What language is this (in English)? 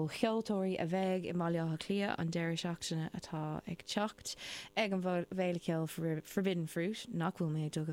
Irish